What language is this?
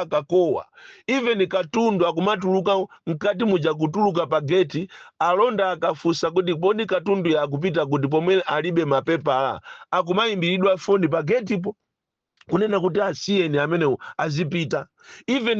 Nyanja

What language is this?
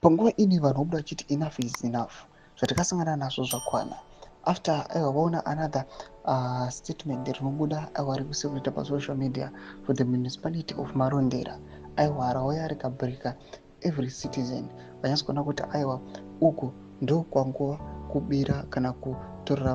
Shona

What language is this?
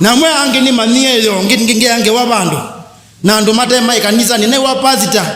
Kamba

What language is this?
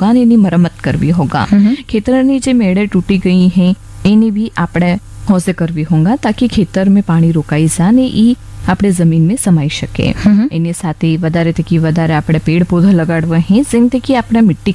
Gujarati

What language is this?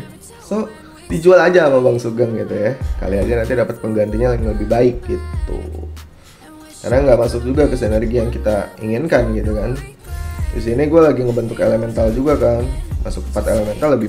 Indonesian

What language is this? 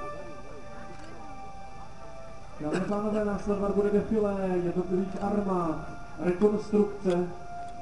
Czech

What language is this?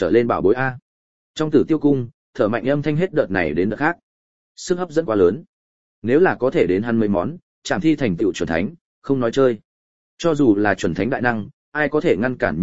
Vietnamese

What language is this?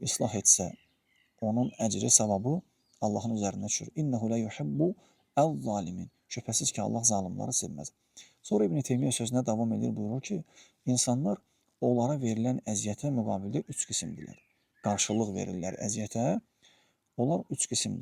Azerbaijani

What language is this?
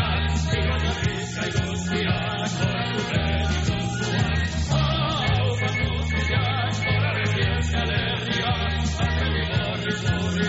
Basque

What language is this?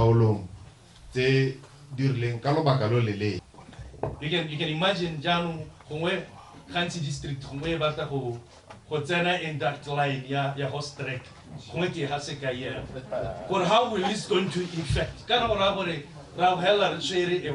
Tswana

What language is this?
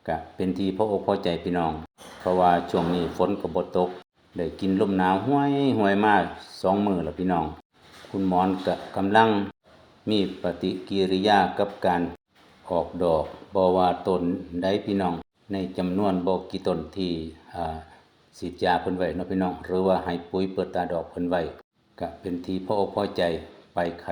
Northeastern Thai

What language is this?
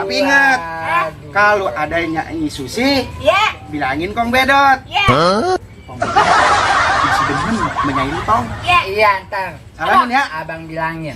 Betawi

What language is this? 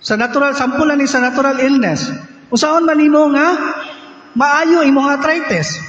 Cebuano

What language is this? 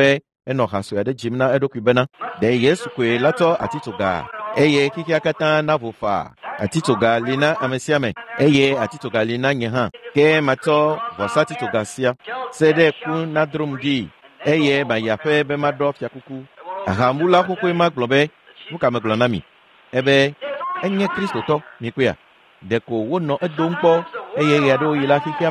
Ewe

